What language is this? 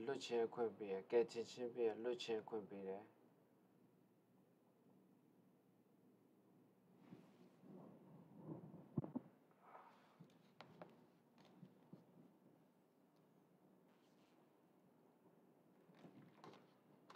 Burmese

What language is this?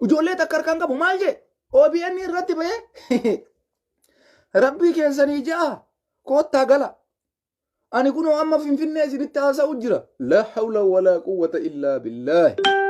Oromo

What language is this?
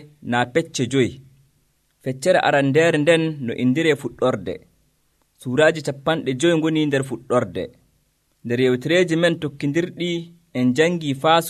Nigerian Fulfulde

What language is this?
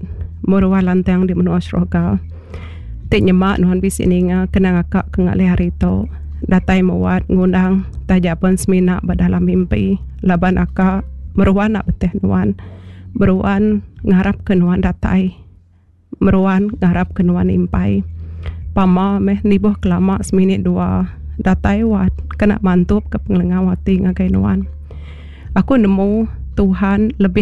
Iban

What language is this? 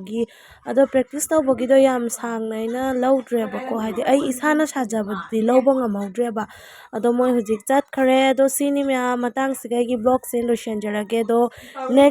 Manipuri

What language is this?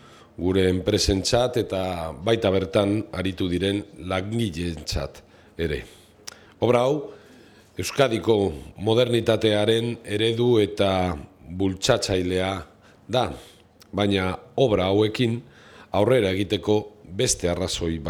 Basque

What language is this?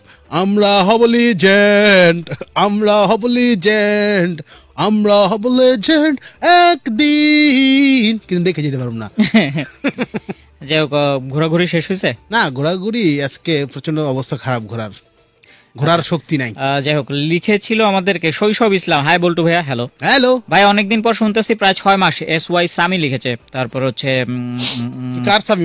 Bangla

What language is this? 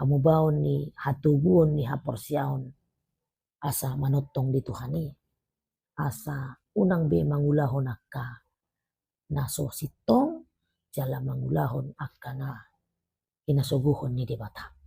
Batak Toba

